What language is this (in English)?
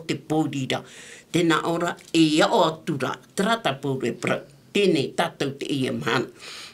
Tahitian